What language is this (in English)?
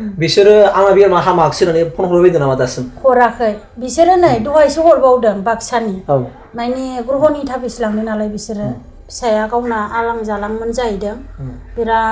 Bodo